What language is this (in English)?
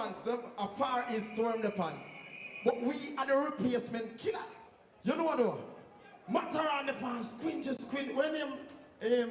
Jamaican Creole English